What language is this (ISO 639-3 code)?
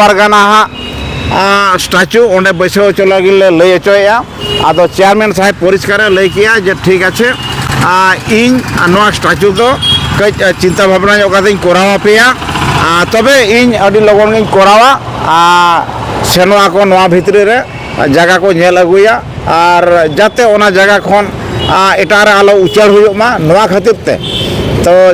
sat